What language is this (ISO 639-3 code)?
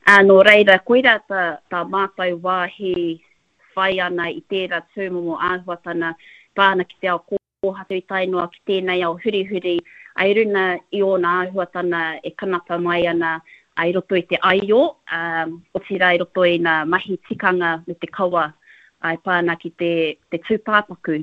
mri